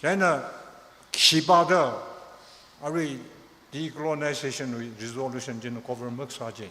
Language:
Tangkhul Naga (India)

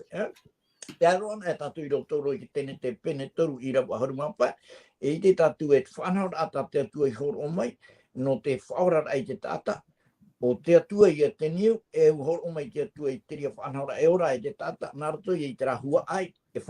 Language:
Tahitian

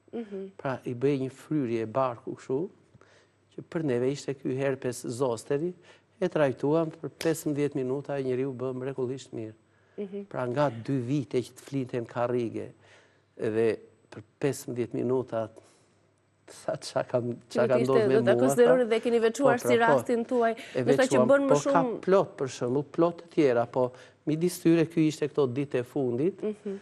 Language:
Albanian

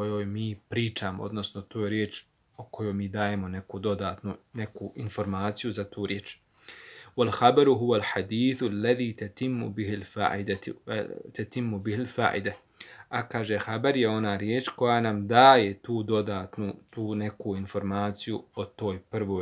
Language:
Bosnian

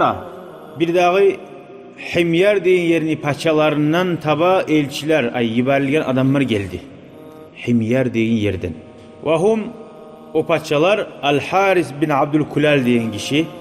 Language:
Kumyk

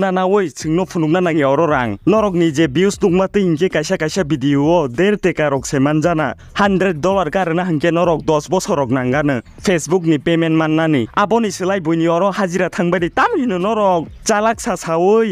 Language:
Kok Borok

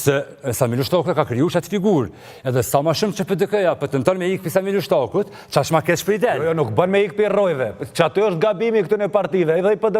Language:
Albanian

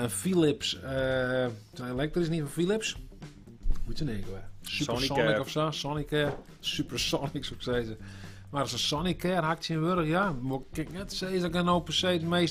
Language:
Western Frisian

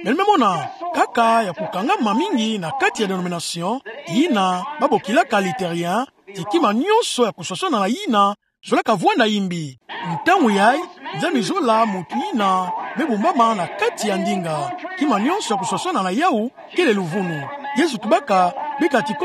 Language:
Kituba (Democratic Republic of Congo)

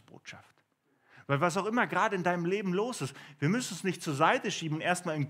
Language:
Swiss German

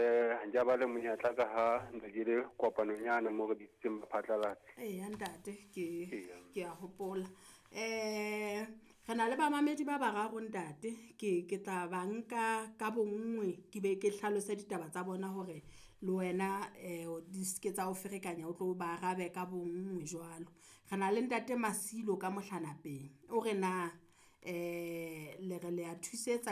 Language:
Southern Sotho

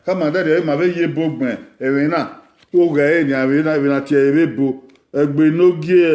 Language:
Bini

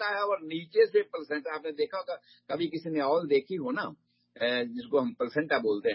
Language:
Urdu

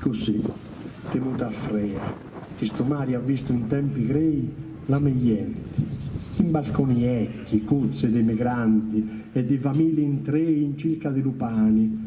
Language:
Sardinian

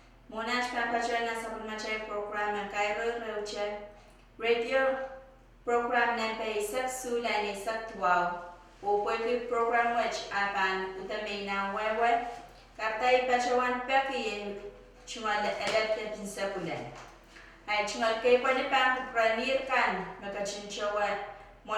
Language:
Pohnpeian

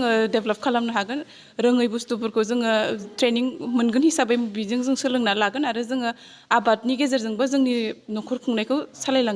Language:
Bodo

